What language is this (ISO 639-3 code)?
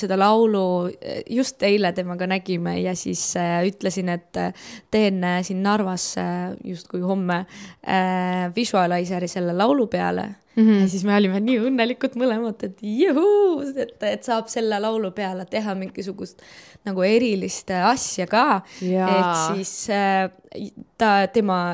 est